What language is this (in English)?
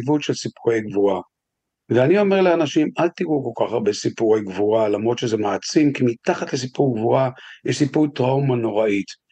Hebrew